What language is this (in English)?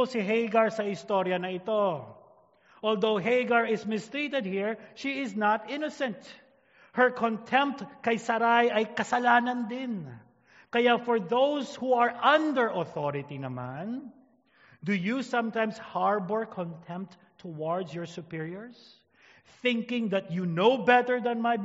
Filipino